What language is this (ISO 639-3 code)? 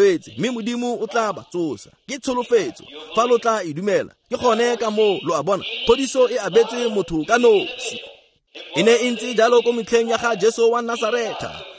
tsn